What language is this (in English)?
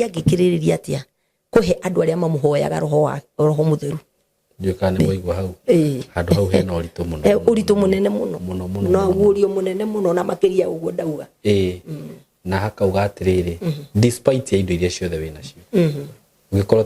Kikuyu